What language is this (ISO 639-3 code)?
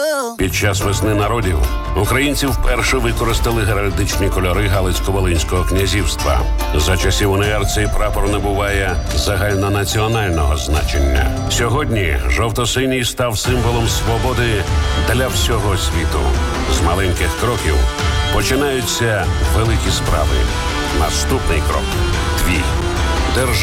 ukr